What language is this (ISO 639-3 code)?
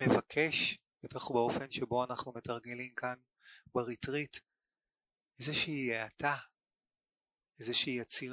heb